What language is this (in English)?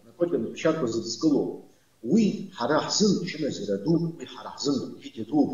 Abkhazian